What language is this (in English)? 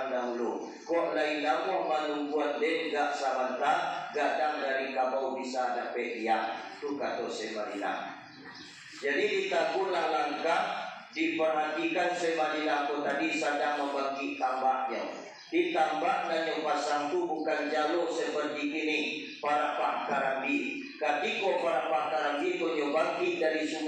Minangkabau